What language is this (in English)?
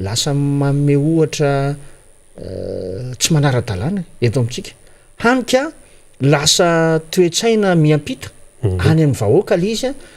Malagasy